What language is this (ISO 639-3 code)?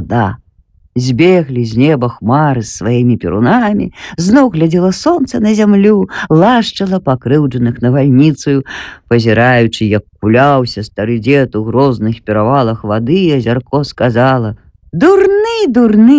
bel